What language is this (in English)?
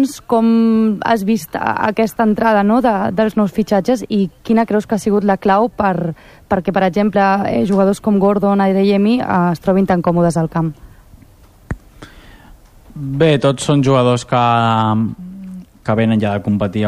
Catalan